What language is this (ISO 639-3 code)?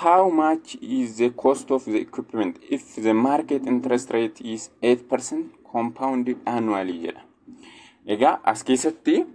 orm